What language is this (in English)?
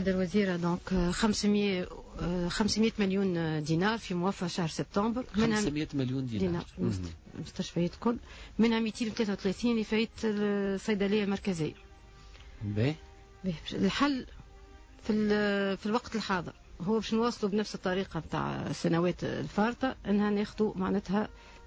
Tunisian Arabic